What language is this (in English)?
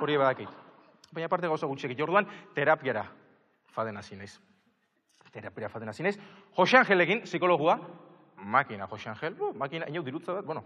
Basque